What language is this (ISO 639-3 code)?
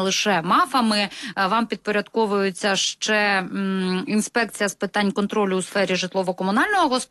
ukr